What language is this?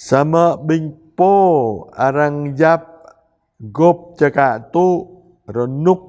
Jarai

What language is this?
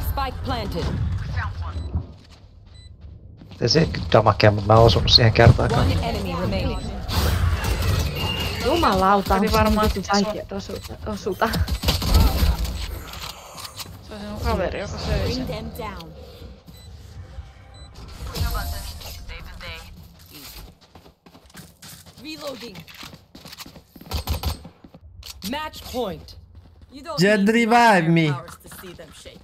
Finnish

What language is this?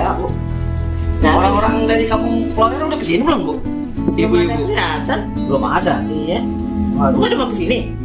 Betawi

